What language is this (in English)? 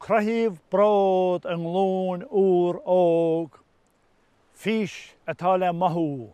Irish